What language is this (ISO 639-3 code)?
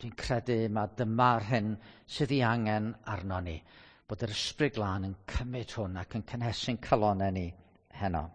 cym